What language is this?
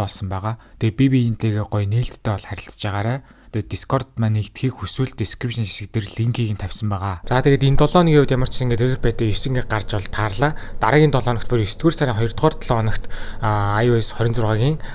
Mongolian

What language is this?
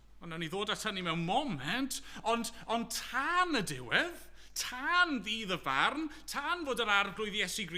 Welsh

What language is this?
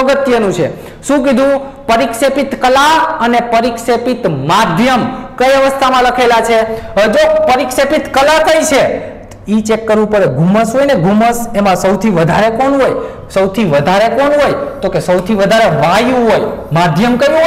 Gujarati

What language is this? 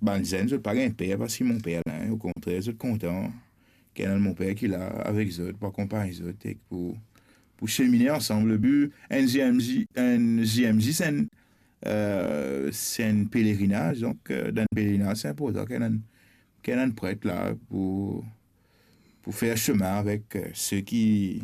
Morisyen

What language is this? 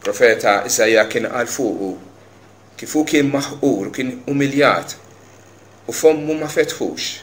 Maltese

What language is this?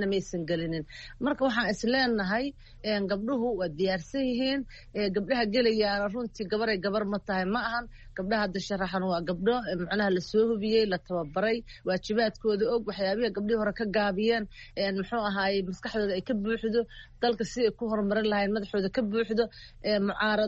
Somali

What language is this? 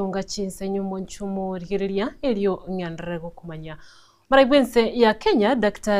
Gusii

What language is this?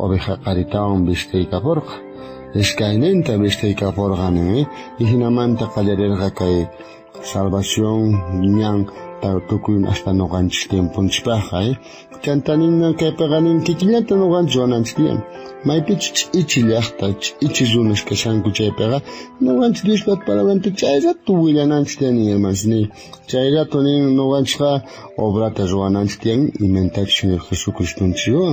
South Bolivian Quechua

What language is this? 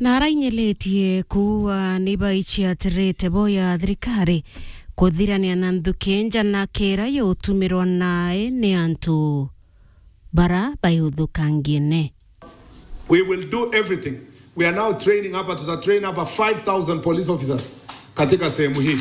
Meru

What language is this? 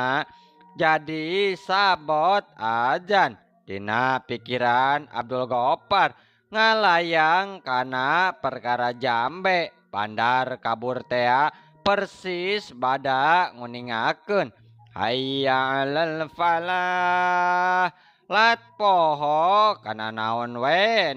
Sundanese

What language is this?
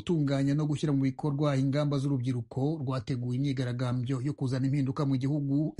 Kinyarwanda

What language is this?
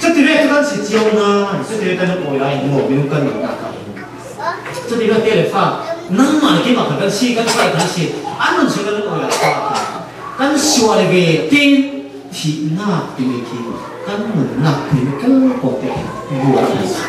Falam Chin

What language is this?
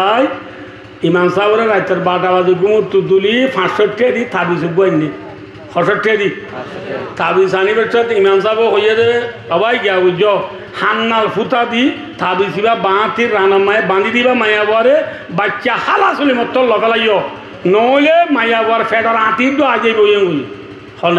Rohingya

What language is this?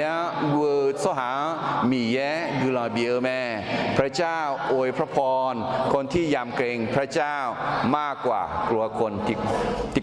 Akha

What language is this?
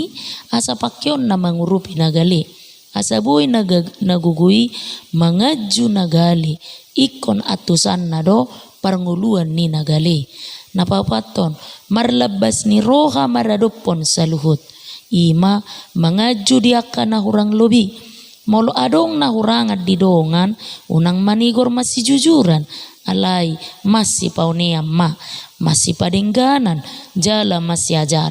Batak Toba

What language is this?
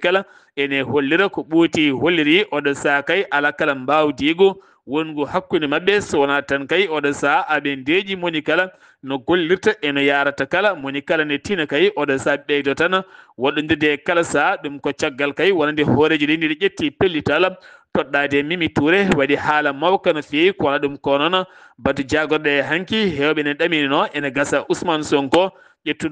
Fula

